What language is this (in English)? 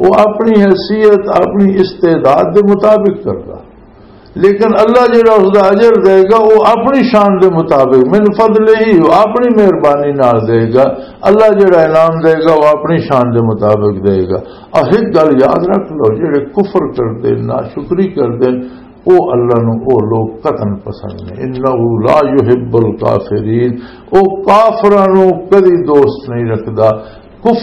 Western Panjabi